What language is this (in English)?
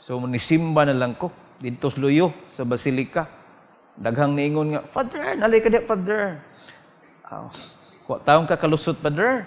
Cebuano